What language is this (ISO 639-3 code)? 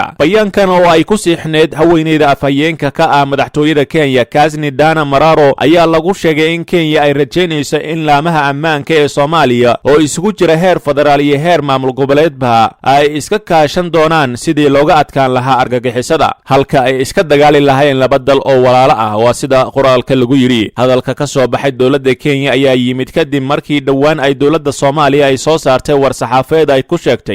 som